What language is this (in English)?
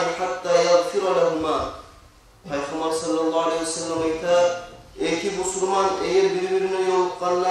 Kumyk